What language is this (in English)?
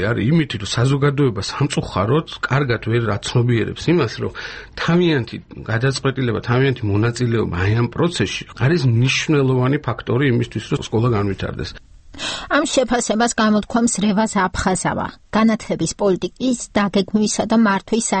Georgian